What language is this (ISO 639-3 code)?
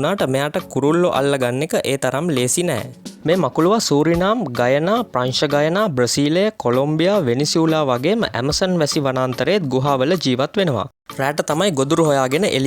sin